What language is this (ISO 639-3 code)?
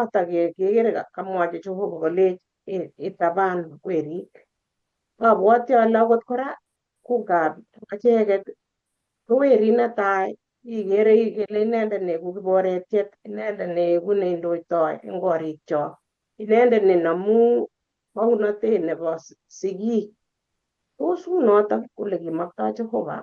kln